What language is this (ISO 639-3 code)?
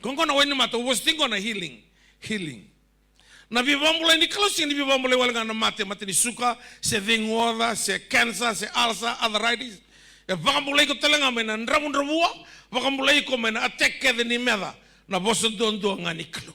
fij